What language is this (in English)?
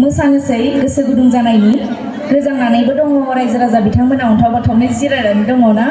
Bodo